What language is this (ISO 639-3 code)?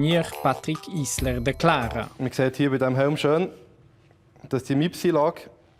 roh